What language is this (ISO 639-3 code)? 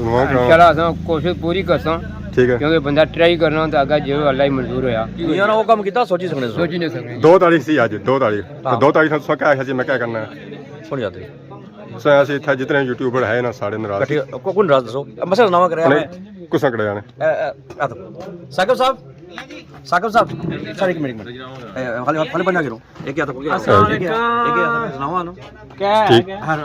phr